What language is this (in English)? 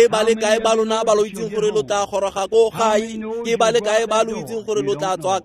Tswana